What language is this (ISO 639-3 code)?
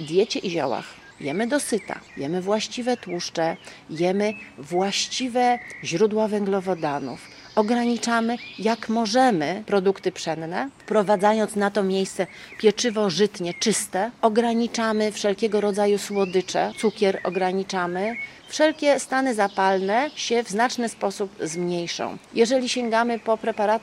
pol